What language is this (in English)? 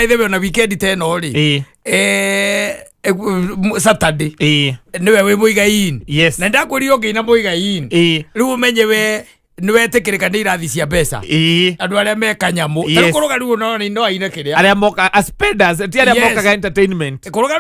Kikuyu